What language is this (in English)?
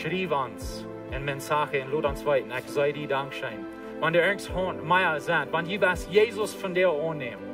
Plautdietsch